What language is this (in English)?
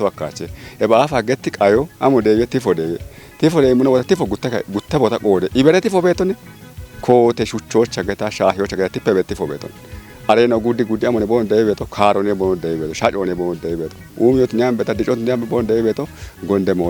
Kafa